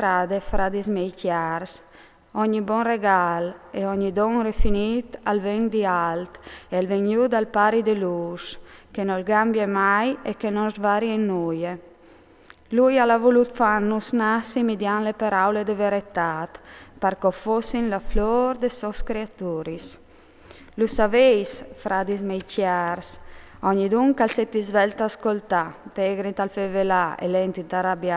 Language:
Friulian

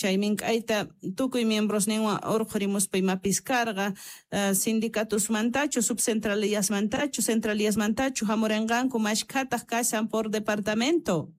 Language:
South Bolivian Quechua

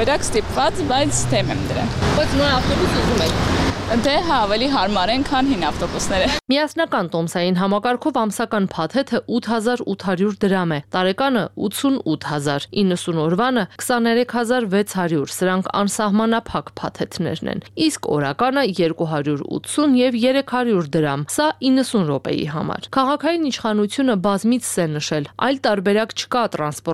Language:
Armenian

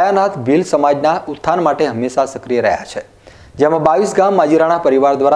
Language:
Gujarati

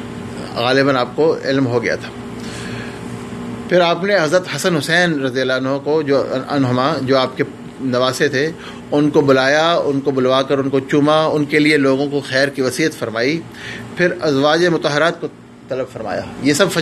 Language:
Urdu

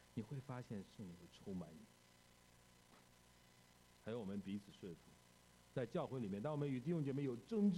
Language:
Chinese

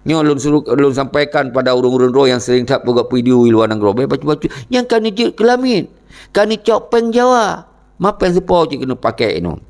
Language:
Achinese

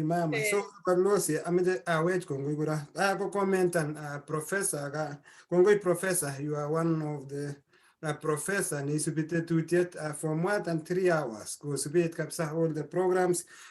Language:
Kalenjin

